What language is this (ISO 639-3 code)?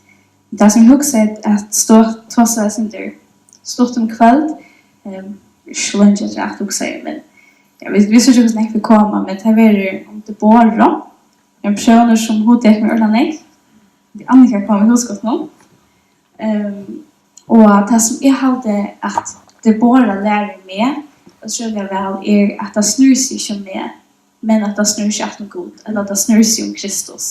fao